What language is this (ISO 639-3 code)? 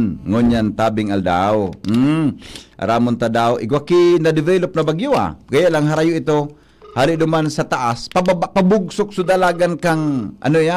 bik